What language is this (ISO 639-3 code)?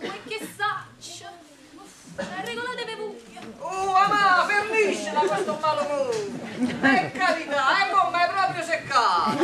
nap